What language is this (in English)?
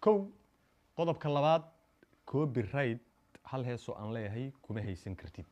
Somali